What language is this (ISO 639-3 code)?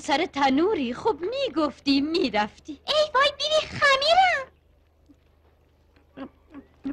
fas